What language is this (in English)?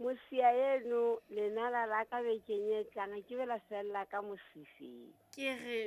Southern Sotho